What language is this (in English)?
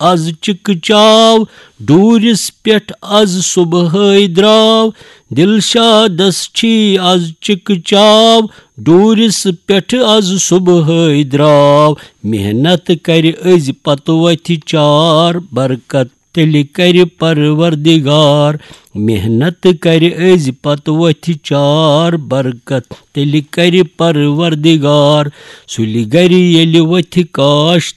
Kashmiri